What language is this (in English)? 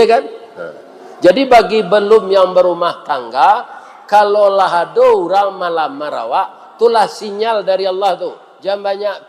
Minangkabau